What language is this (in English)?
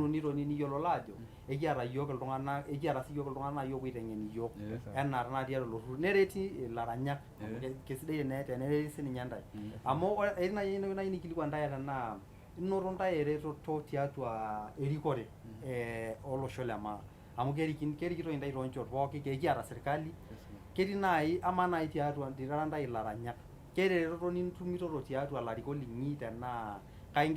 Masai